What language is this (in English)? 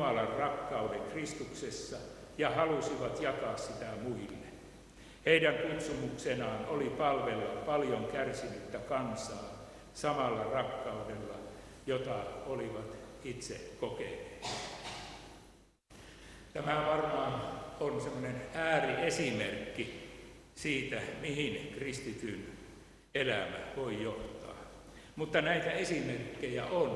Finnish